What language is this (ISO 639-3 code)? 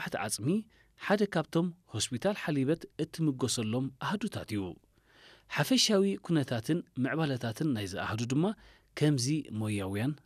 tir